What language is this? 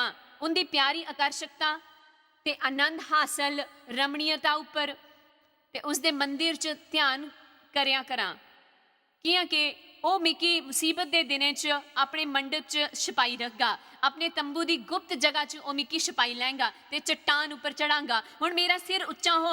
Dogri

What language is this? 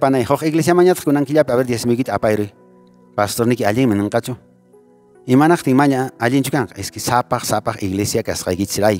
Quechua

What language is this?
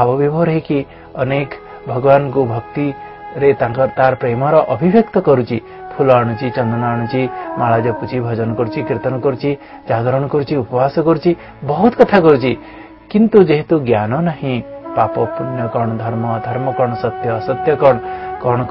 Odia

